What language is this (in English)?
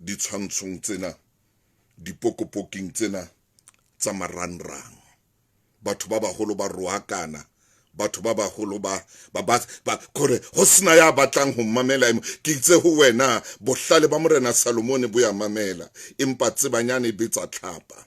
Southern Sotho